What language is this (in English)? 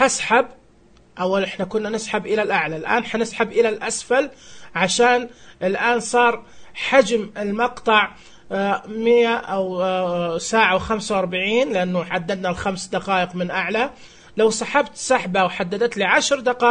Najdi Arabic